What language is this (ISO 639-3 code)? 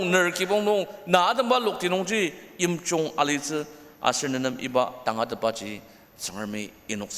njo